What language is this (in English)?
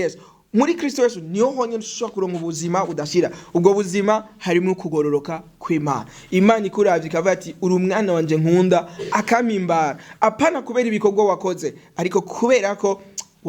Rundi